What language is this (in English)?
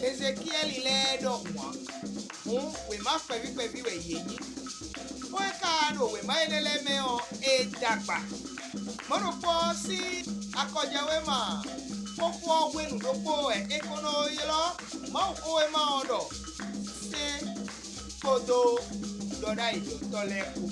Fon